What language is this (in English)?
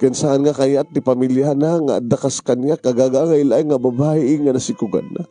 Iloko